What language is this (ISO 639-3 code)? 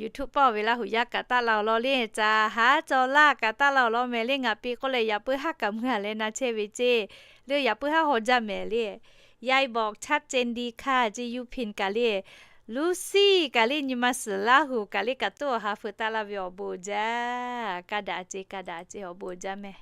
lhu